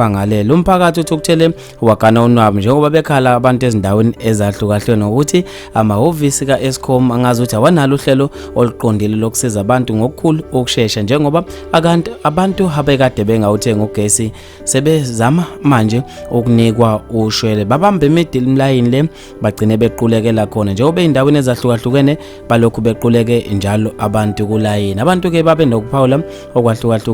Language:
Zulu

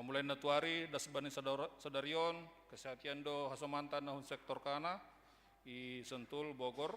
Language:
Batak Simalungun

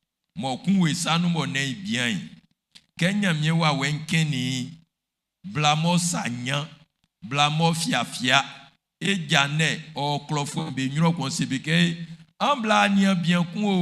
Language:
Baoulé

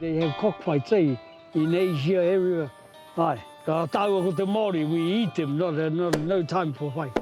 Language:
Māori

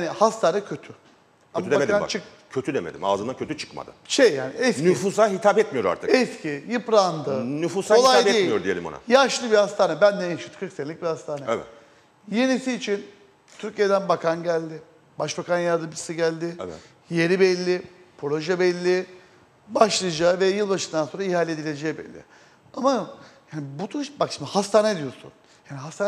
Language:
Turkish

